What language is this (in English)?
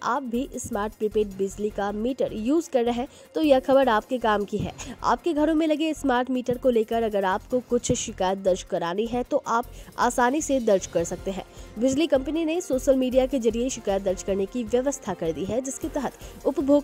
Hindi